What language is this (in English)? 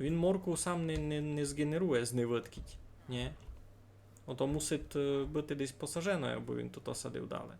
Rusyn